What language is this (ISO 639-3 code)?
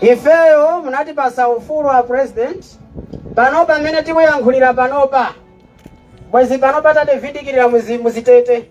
nya